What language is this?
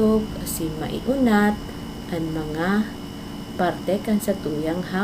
Bikol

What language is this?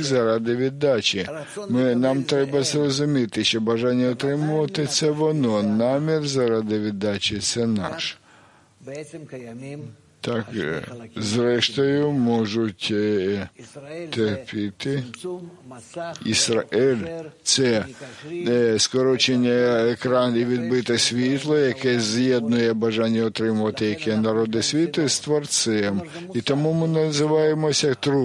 Ukrainian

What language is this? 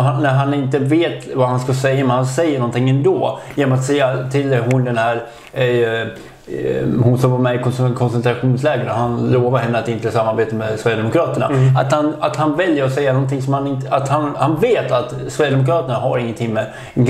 Swedish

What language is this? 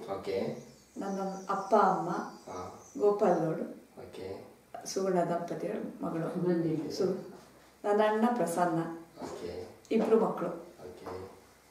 Kannada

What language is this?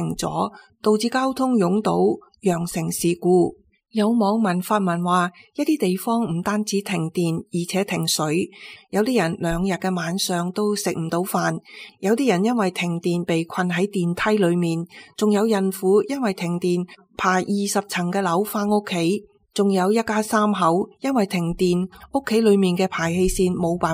Cantonese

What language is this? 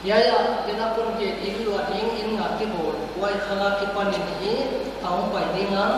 Paite Chin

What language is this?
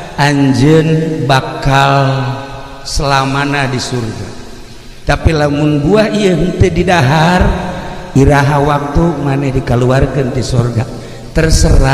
Sundanese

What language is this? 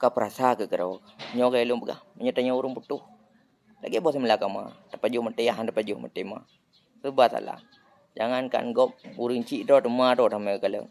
Achinese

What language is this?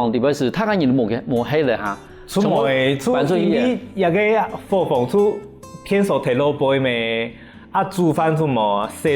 Hakka Chinese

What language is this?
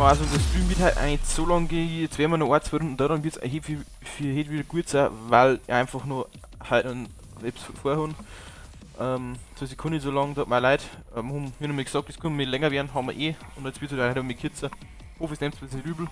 Bavarian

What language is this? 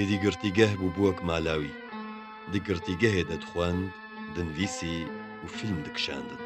Kurdish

